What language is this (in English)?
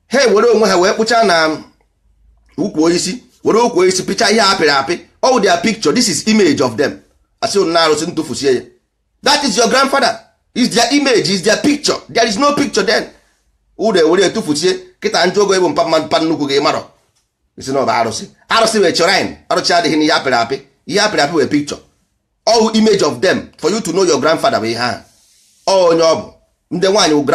Igbo